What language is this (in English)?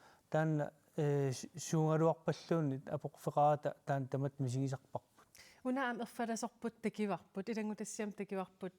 Kalaallisut